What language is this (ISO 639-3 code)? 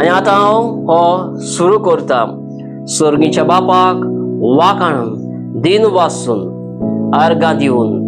kok